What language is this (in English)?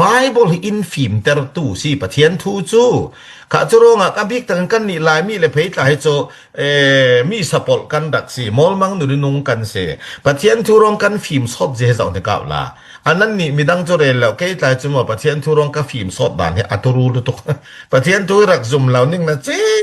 Falam Chin